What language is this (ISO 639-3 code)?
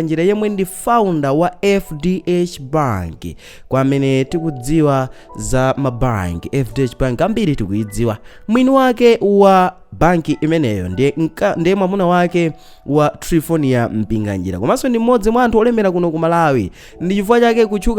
nya